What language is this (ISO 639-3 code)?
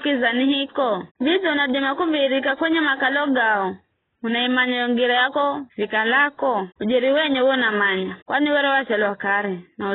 nyf